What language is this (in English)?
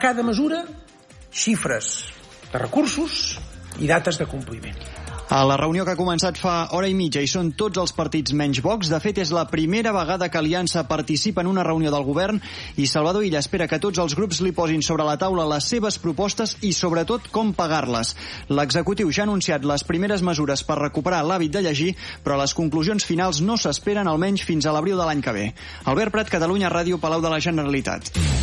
Catalan